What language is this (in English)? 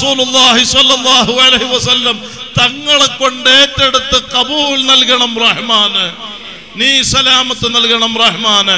Malayalam